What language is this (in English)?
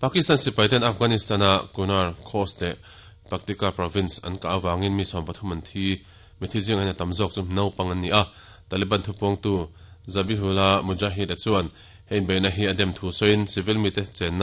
Mizo